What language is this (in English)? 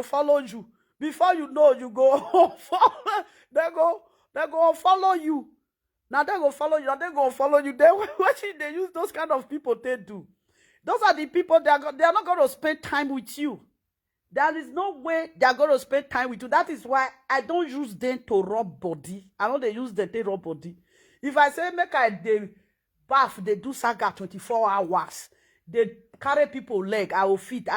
Nigerian Pidgin